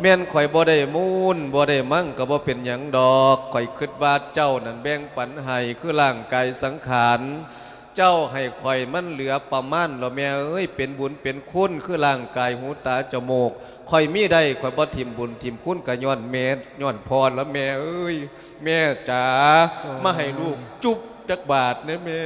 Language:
Lao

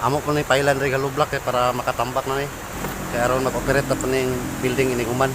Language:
Cebuano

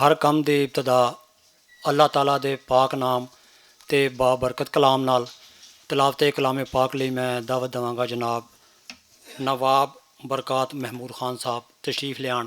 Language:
Western Panjabi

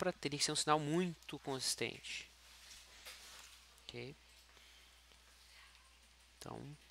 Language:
Portuguese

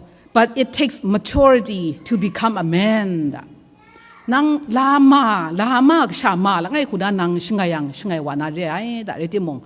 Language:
Kachin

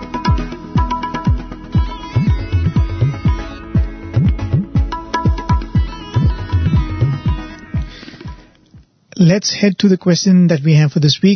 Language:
English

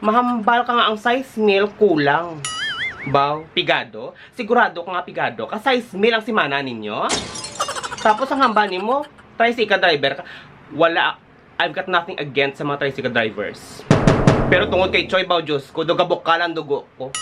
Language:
Hiligaynon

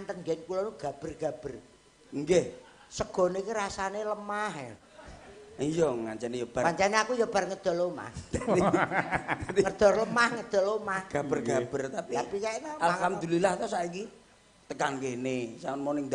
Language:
Javanese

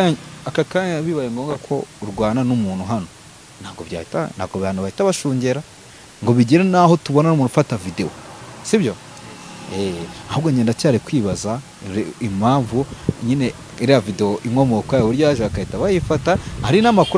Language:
Kinyarwanda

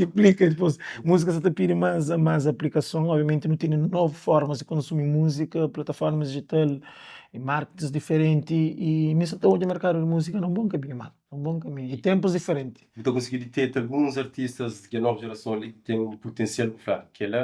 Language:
Kabuverdianu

